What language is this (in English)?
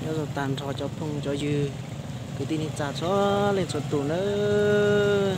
Hmong